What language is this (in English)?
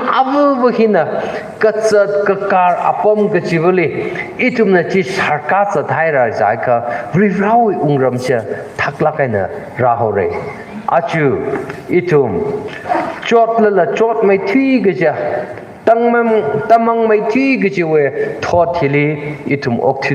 Tangkhul Naga (India)